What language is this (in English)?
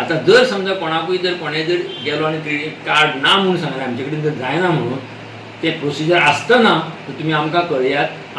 Konkani